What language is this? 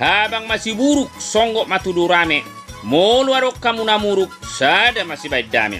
Batak Toba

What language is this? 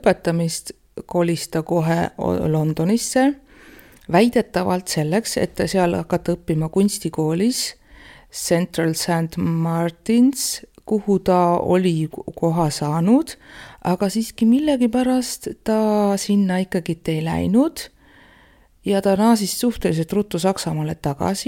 Estonian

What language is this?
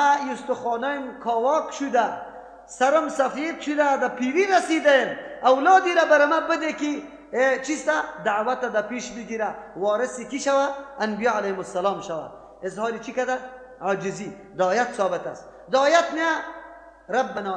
Persian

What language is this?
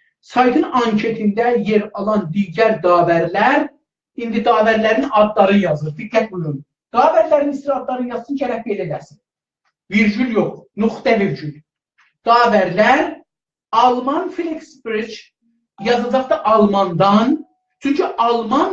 South Azerbaijani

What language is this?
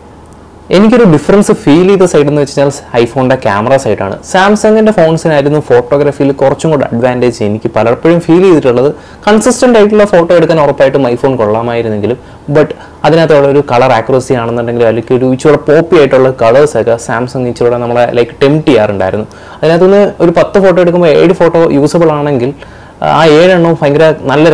Malayalam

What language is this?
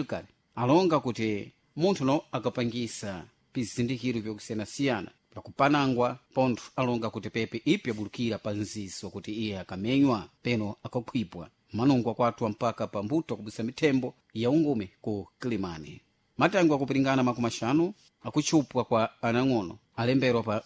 Sena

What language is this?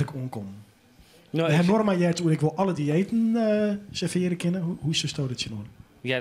Western Frisian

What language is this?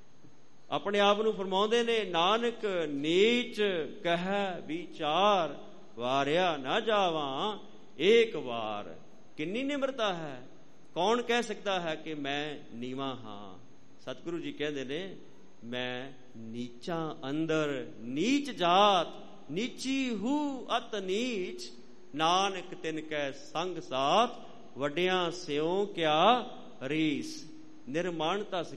Punjabi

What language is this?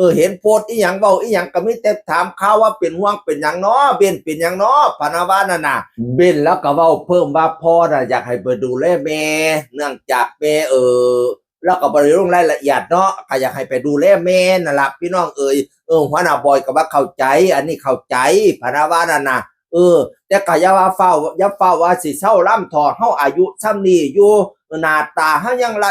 Northeastern Thai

